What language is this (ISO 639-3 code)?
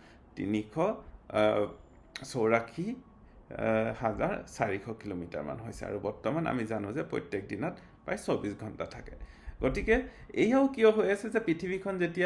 asm